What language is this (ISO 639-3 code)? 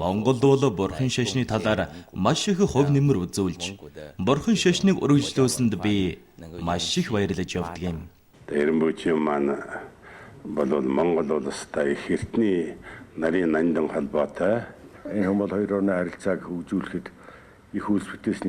mon